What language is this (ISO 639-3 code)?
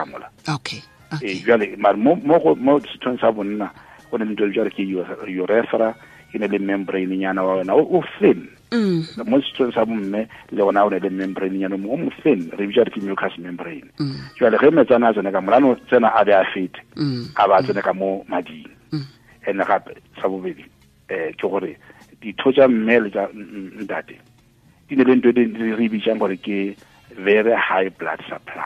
tsn